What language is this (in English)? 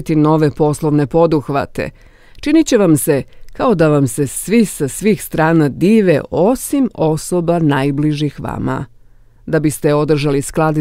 Bosnian